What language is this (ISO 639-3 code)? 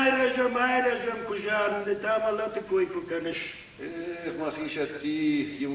oss